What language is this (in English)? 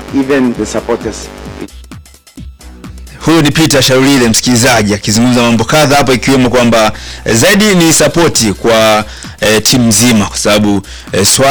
Swahili